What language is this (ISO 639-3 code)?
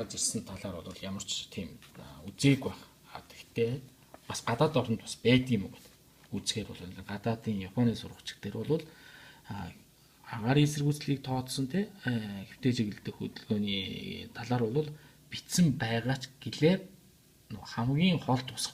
mon